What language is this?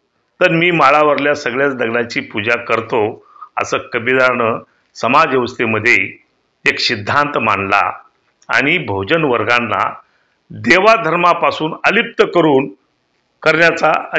Marathi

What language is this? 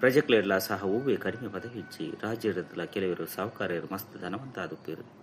Tulu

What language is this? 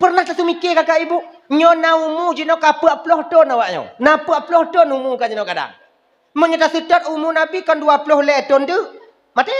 Achinese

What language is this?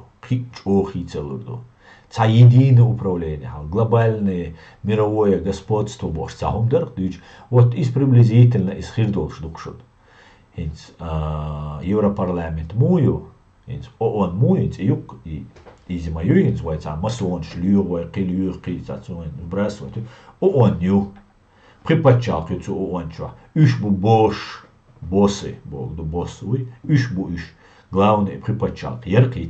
Chechen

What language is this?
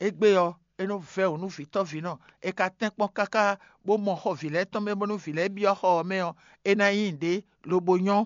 Fon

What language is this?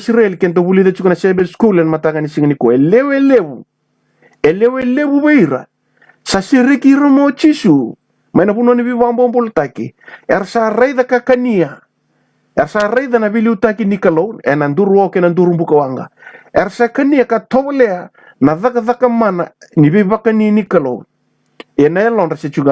Fijian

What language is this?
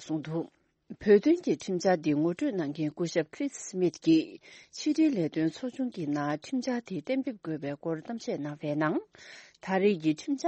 Tibetan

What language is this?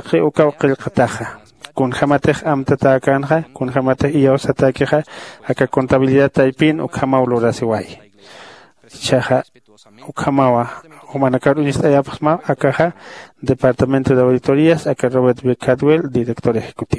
Aymara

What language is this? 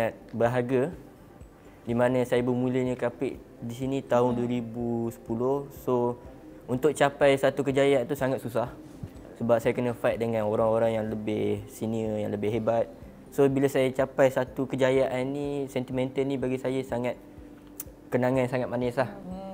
Malay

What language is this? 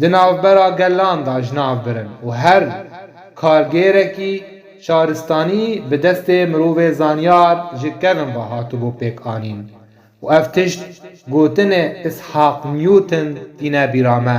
Kurdish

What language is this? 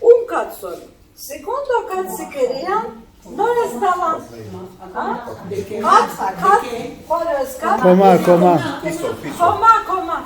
Ladino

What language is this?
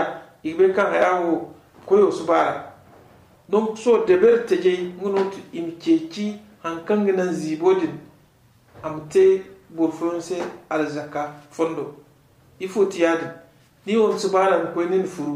Zarma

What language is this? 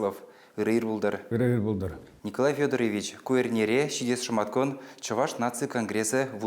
Chuvash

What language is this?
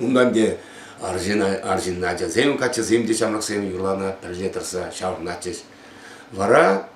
Chuvash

